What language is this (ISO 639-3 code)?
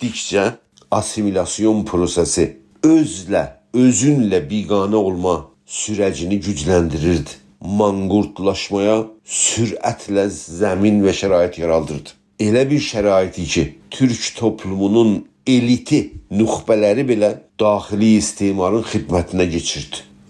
azb